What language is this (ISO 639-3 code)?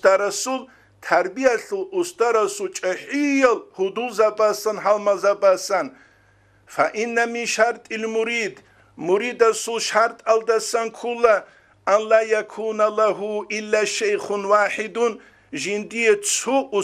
ava